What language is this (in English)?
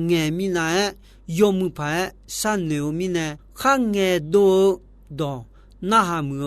Akha